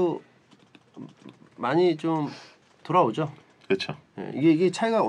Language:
Korean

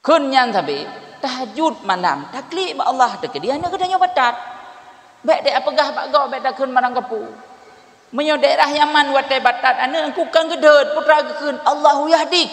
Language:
Achinese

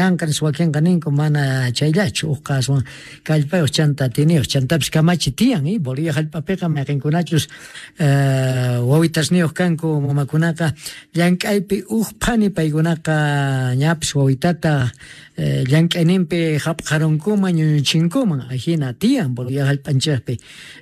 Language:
Quechua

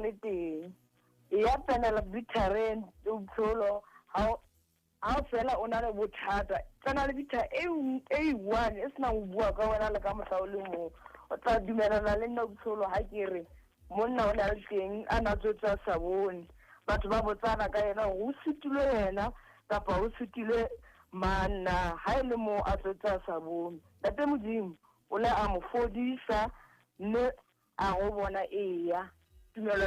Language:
Southern Sotho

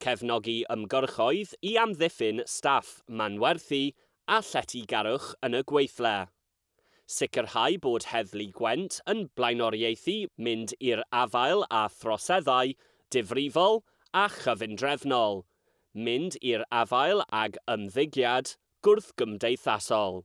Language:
Welsh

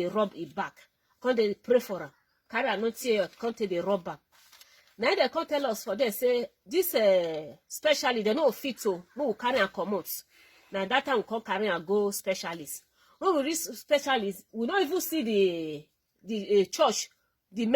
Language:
Nigerian Pidgin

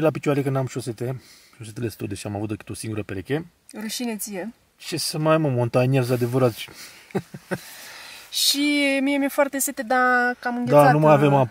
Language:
Romanian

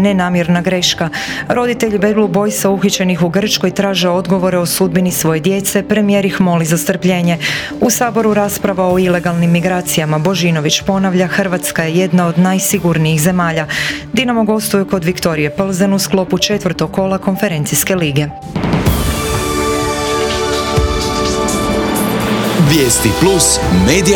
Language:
Croatian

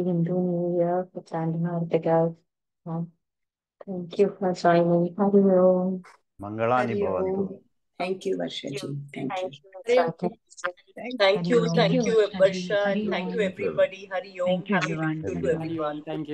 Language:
Sanskrit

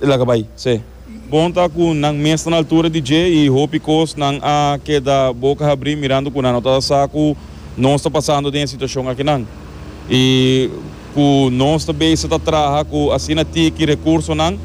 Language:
Papiamento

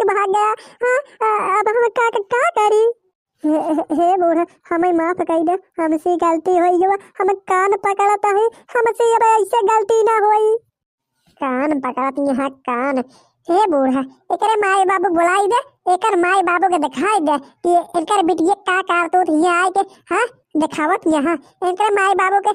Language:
Bhojpuri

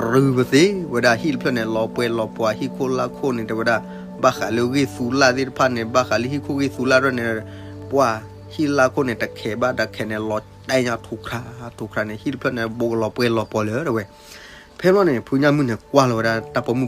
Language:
S'gaw Karen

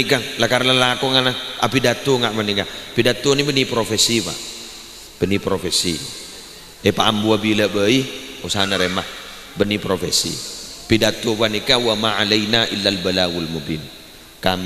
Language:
Madurese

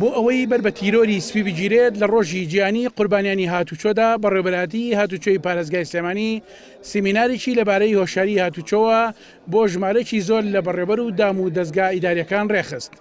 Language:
Central Kurdish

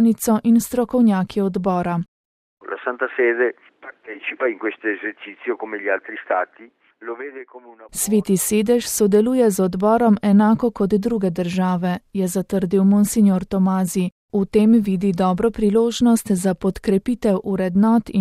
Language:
Slovenian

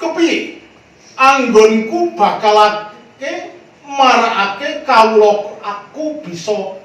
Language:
Javanese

